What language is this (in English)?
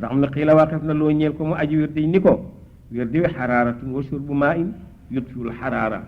Wolof